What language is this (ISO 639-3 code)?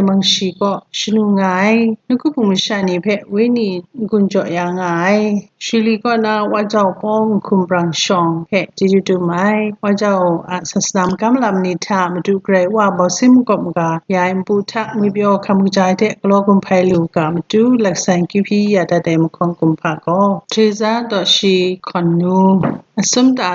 kac